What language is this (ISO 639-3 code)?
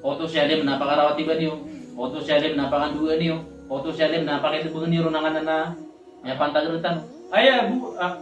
mrw